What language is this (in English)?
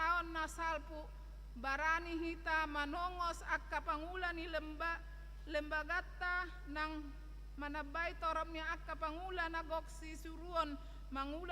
Batak Toba